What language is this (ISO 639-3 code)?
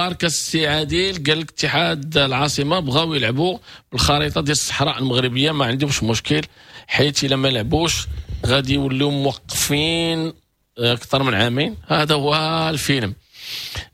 ary